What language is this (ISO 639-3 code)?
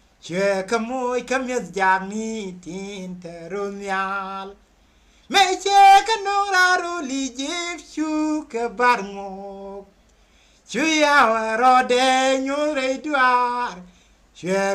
nus